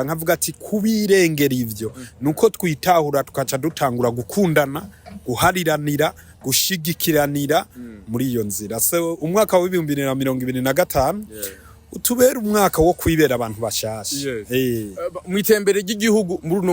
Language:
Rundi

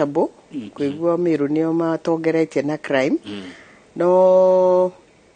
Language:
Kikuyu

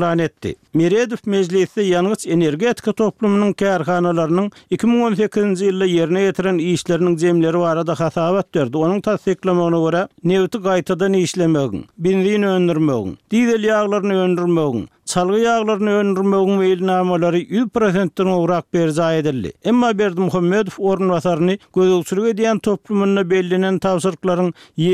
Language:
Turkmen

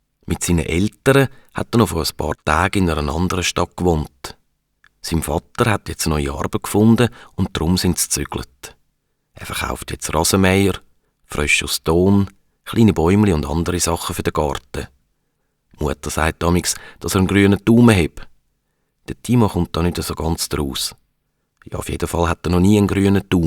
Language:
Swiss German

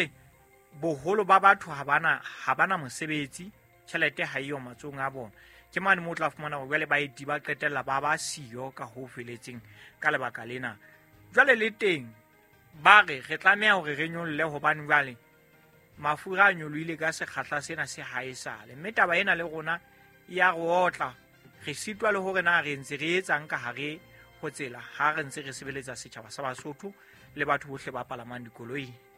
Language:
Southern Sotho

